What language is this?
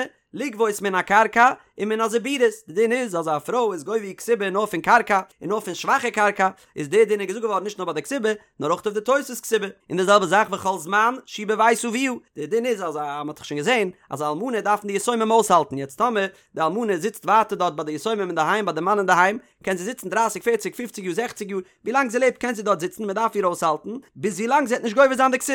Yiddish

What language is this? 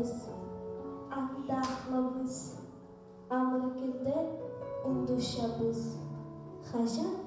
Khakas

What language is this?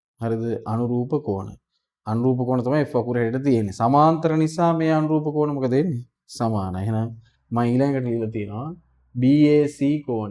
Sinhala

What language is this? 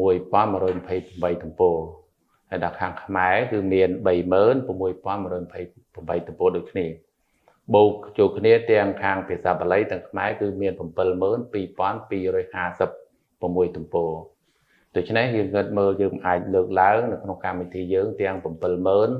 Khmer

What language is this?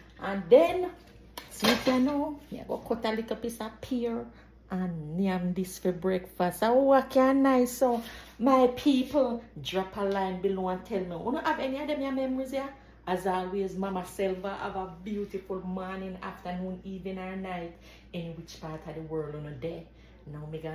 Jamaican Creole English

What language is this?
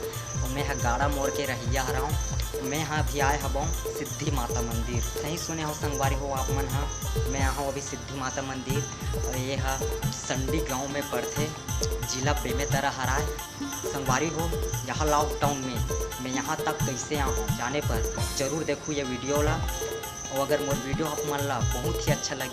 Chhattisgarhi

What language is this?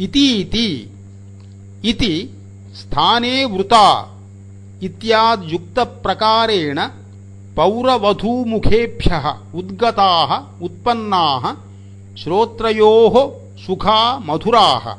Sanskrit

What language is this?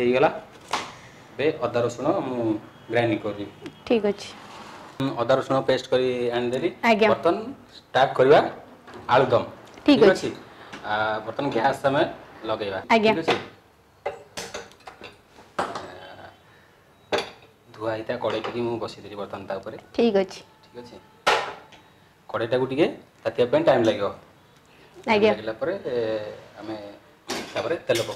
Odia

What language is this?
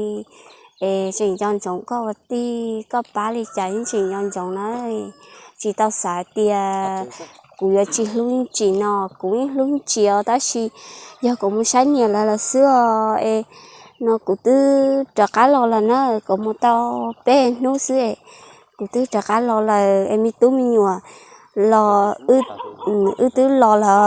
Hmong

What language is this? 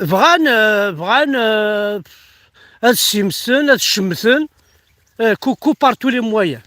Kabyle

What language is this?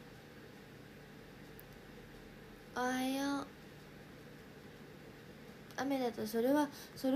Japanese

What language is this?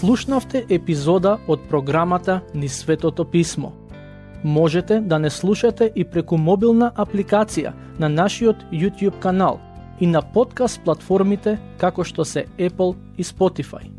Macedonian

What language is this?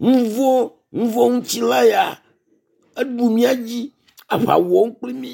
Ewe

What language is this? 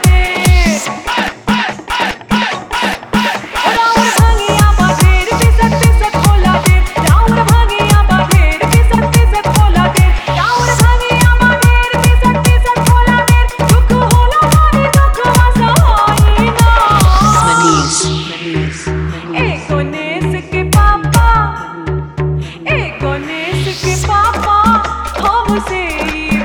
Bhojpuri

